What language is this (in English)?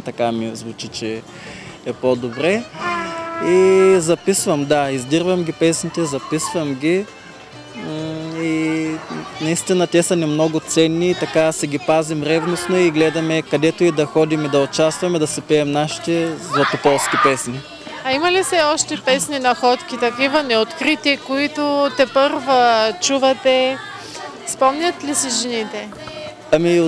Bulgarian